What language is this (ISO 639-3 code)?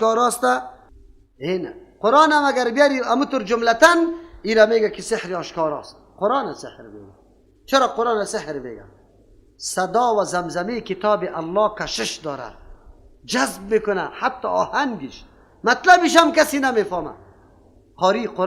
fas